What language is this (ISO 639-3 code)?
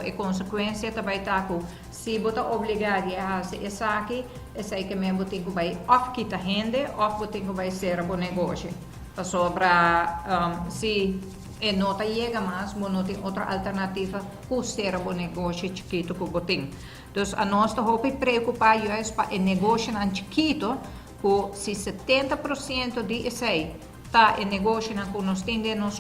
pap